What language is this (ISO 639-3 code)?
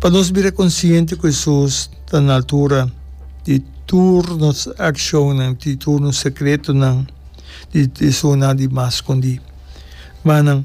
pap